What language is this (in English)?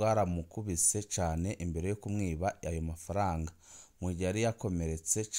Rundi